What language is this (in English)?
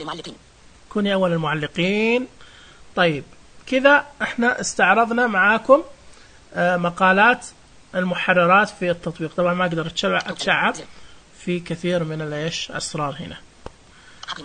Najdi Arabic